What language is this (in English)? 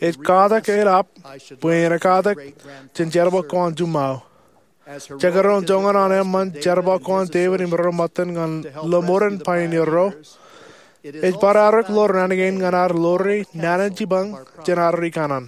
Marshallese